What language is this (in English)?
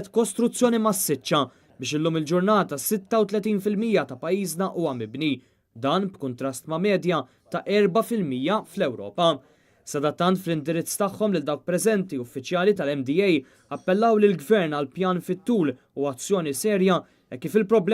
Maltese